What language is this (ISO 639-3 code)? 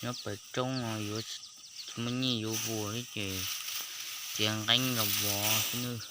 hmn